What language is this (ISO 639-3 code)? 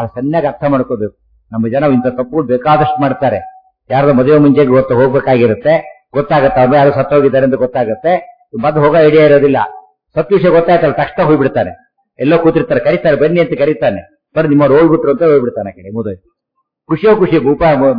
kan